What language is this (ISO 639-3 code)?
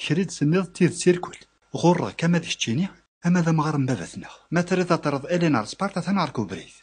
kab